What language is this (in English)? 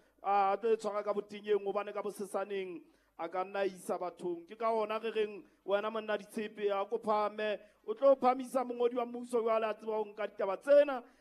Southern Sotho